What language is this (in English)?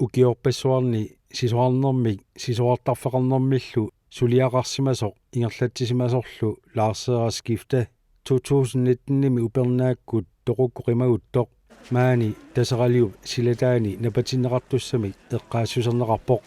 Kalaallisut